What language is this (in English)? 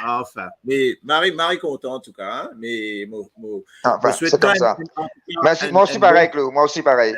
Morisyen